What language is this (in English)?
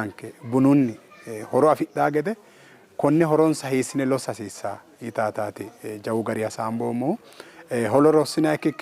Sidamo